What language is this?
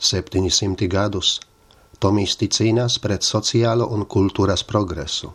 Latvian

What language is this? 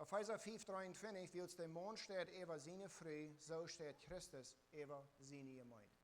Plautdietsch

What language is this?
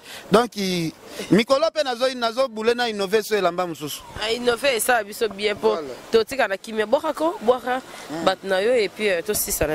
Lingala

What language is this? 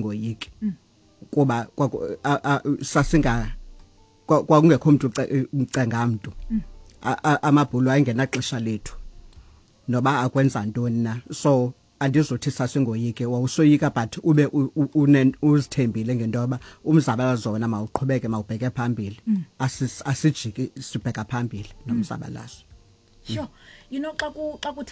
Xhosa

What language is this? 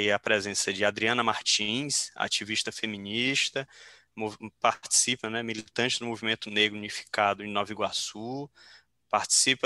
Portuguese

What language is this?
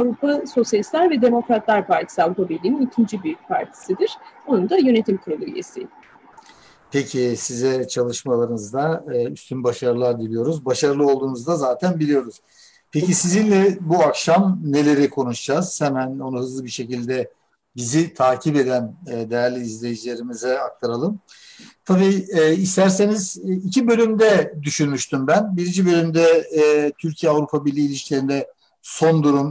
Turkish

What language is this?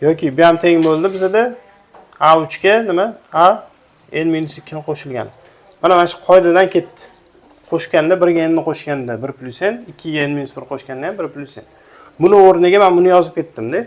Uzbek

